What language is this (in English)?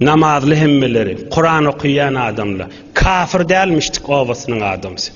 Turkmen